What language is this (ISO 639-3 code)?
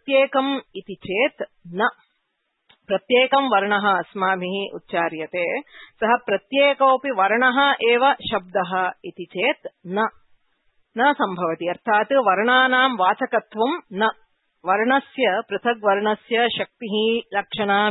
san